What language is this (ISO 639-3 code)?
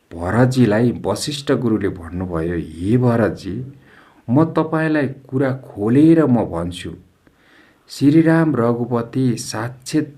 nep